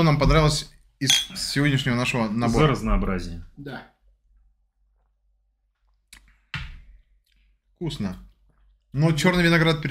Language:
Russian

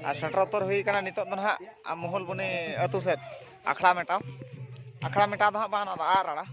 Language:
Santali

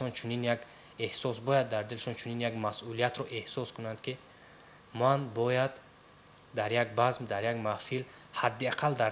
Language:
Tajik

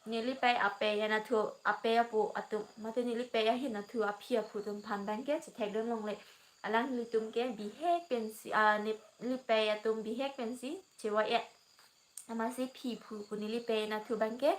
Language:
Karbi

